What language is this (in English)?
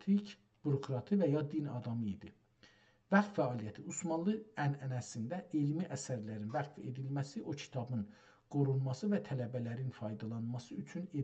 South Azerbaijani